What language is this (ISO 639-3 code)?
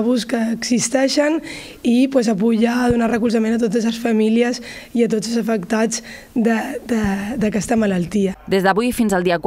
cat